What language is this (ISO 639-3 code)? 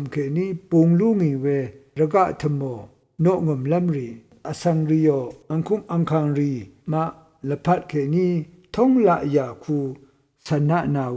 raw